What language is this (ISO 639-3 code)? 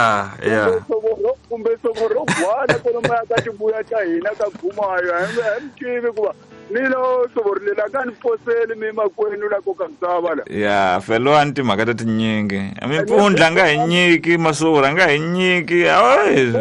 tso